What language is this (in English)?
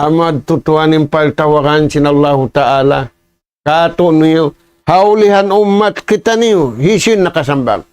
Tausug